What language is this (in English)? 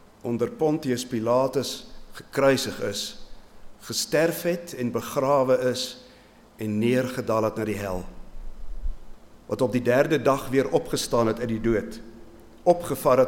Afrikaans